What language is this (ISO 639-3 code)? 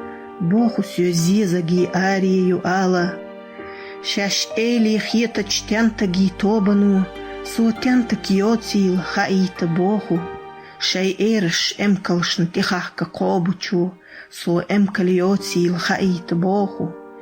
che